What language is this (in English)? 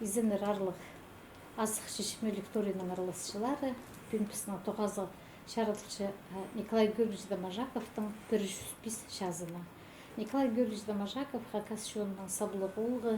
Khakas